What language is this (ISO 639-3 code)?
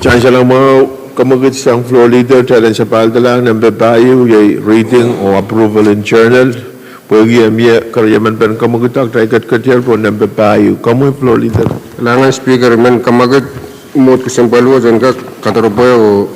pon